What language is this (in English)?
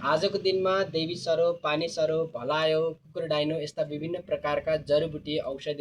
Nepali